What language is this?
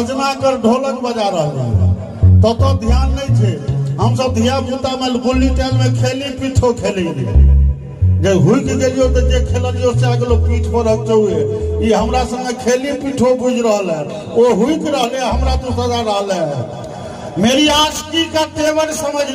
Maithili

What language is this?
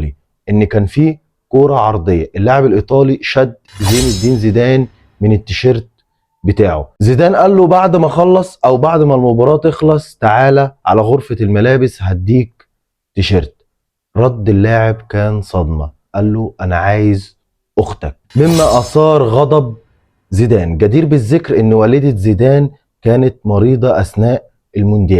Egyptian Arabic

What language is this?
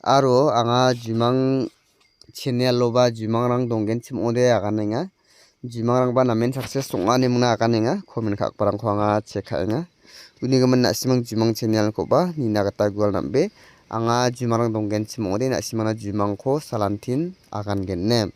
Garo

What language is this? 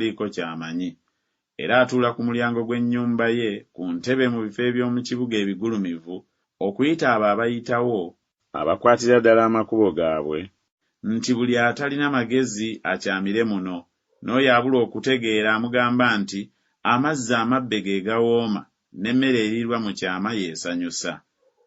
Ganda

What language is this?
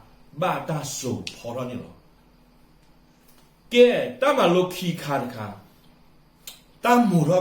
S'gaw Karen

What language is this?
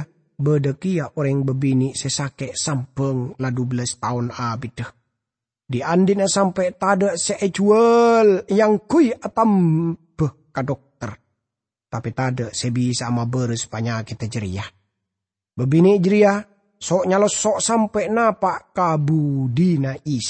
Madurese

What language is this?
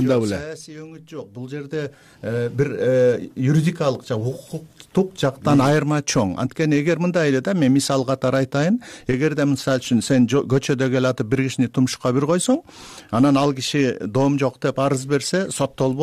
Kyrgyz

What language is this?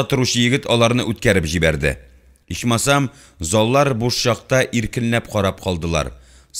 Tatar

